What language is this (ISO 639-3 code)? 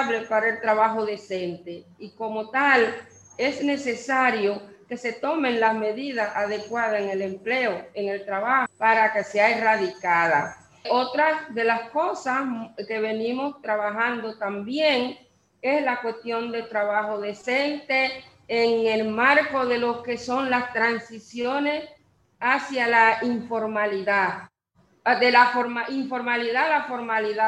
spa